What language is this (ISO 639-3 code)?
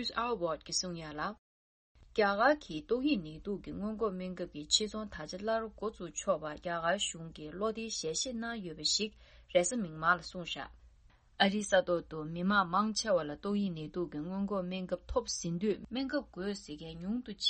bod